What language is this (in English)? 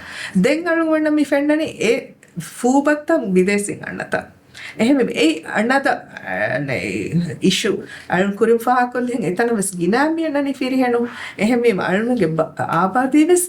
Divehi